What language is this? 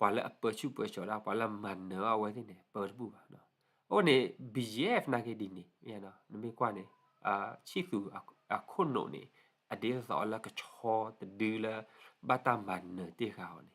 S'gaw Karen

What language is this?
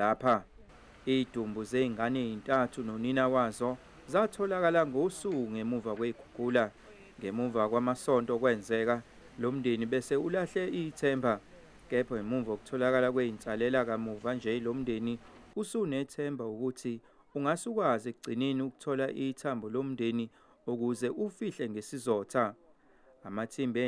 Zulu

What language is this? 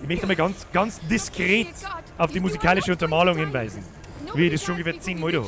Bavarian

